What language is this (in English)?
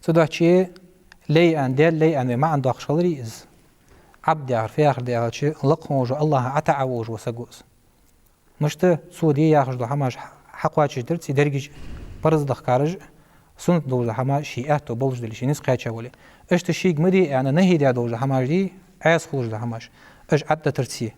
Ingush